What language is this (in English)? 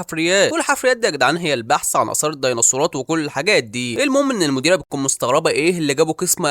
Egyptian Arabic